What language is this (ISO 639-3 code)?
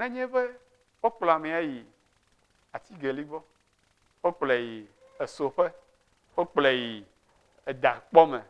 ewe